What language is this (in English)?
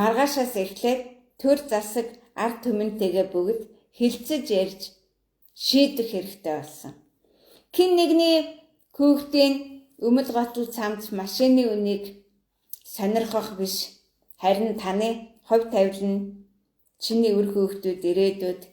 Mongolian